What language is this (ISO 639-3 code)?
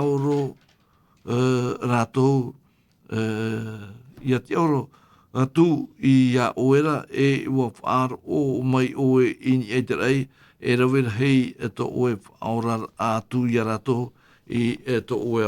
tah